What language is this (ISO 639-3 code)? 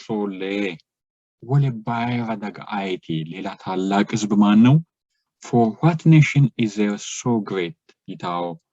sid